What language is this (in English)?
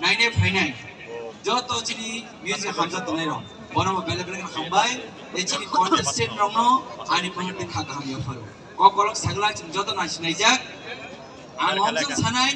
Kok Borok